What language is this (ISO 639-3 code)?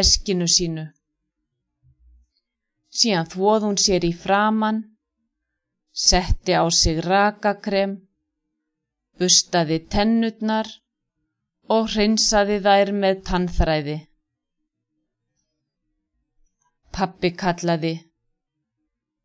isl